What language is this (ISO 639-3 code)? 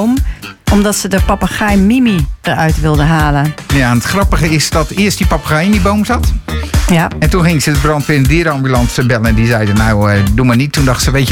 nld